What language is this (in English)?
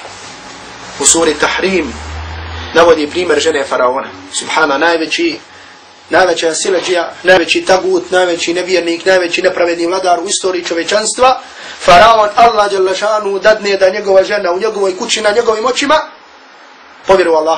Bosnian